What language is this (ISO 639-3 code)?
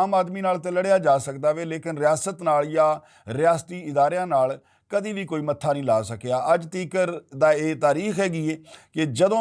lah